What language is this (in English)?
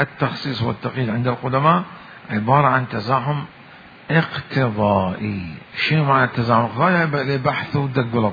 Mesopotamian Arabic